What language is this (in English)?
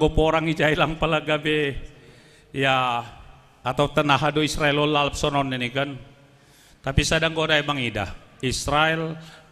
Batak Simalungun